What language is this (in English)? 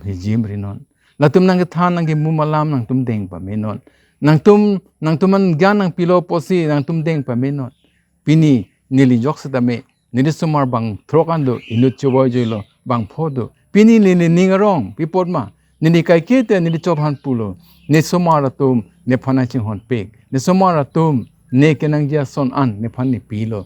Karbi